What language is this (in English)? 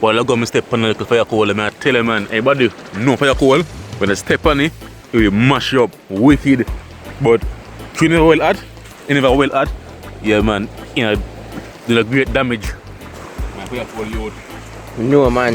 Jamaican Creole English